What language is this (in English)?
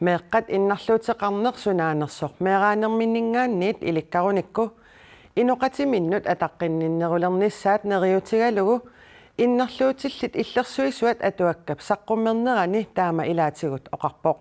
Kalaallisut